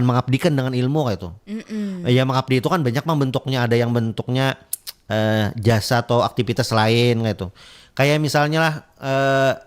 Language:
Banjar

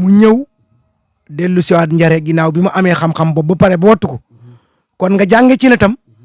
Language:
Wolof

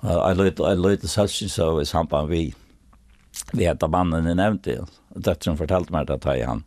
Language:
Faroese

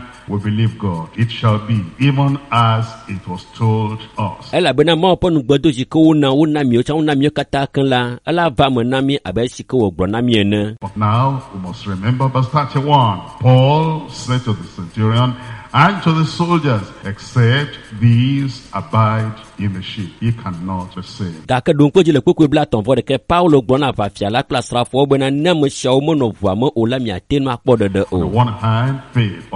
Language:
Ewe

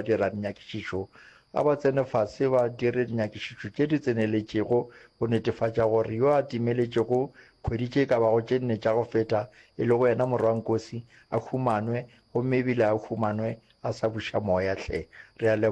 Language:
Northern Sotho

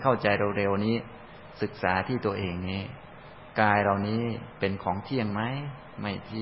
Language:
Thai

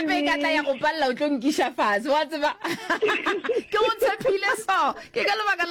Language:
Northern Sotho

